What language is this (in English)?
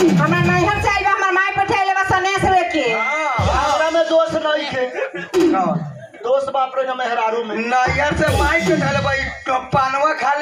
Bhojpuri